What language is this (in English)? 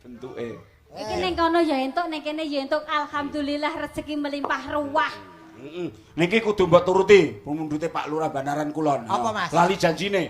Javanese